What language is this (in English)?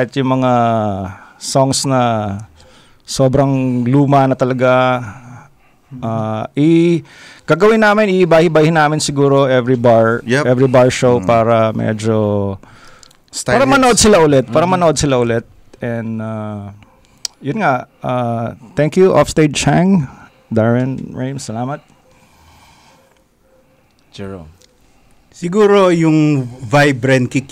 Filipino